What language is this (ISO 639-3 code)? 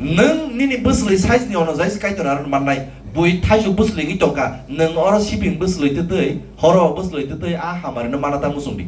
trp